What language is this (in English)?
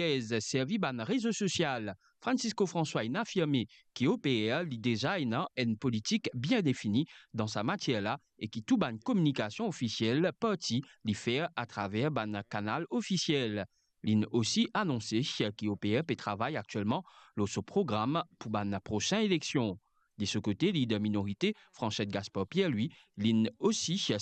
Morisyen